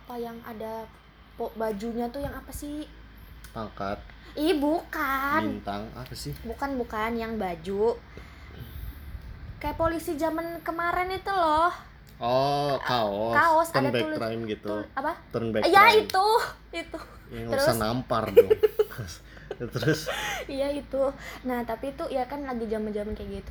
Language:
Indonesian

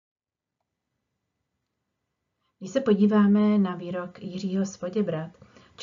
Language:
Czech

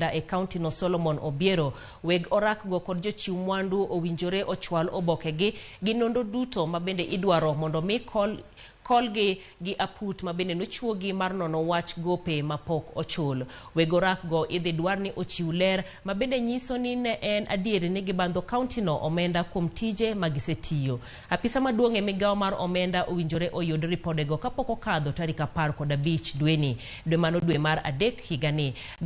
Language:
Luo (Kenya and Tanzania)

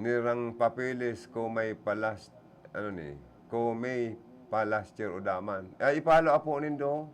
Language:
Bikol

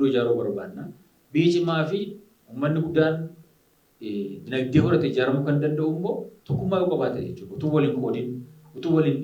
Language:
Oromo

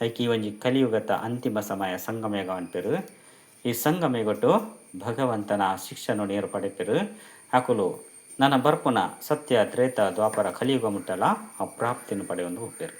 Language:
Tulu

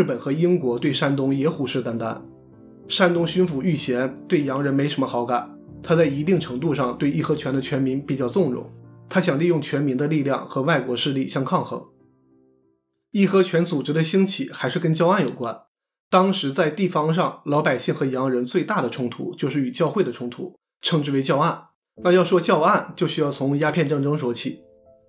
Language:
Chinese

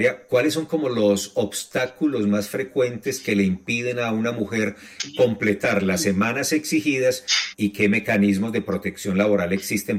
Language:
Spanish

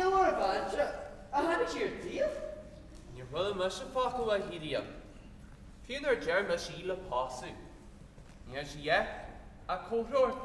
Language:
Irish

